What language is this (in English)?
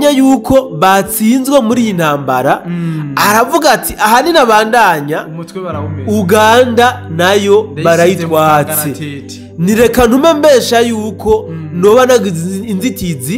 Rundi